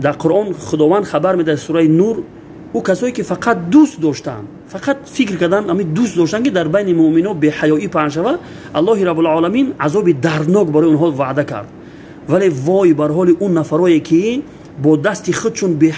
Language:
Tajik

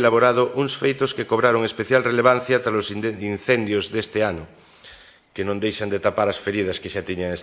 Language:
Galician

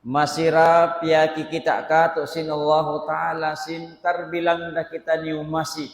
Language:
Tausug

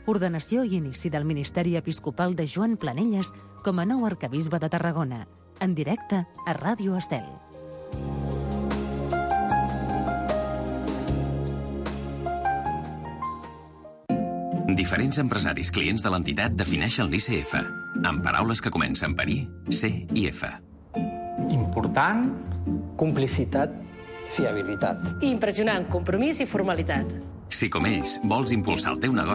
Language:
Catalan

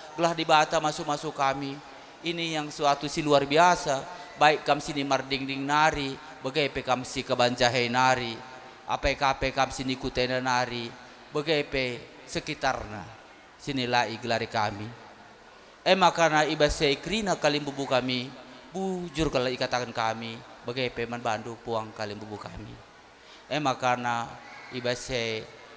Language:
Batak Karo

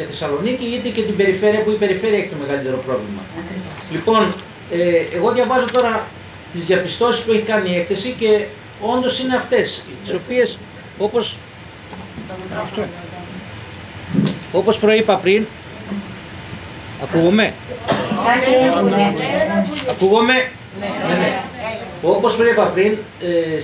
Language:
Greek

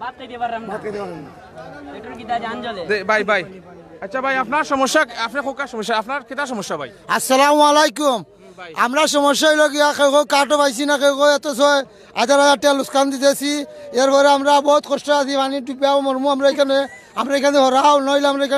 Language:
Sylheti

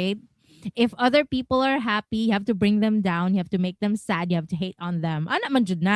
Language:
Cebuano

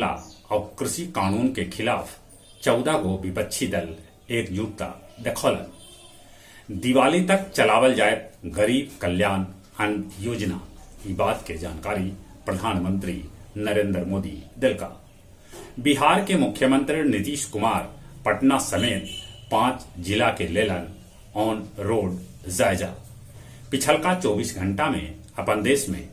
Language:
Magahi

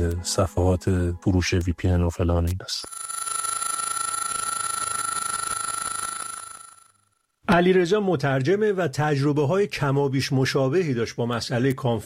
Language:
Persian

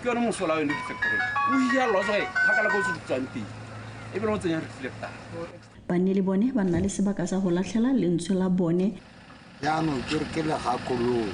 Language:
Tswana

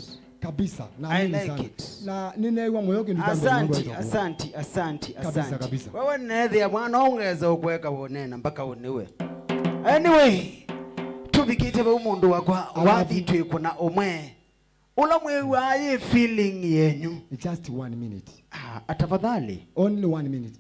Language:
Kamba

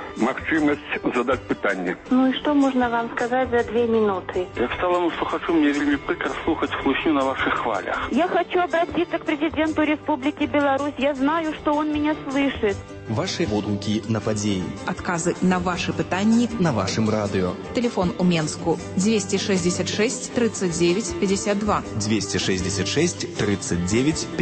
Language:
Belarusian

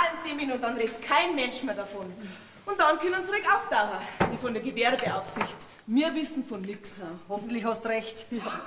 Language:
Bavarian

